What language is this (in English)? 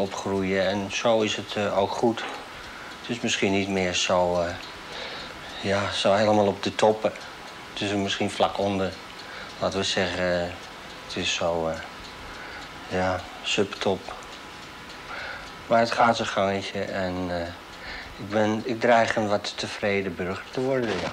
Dutch